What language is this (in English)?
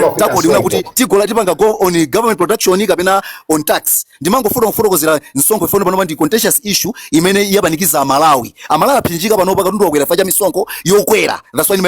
Nyanja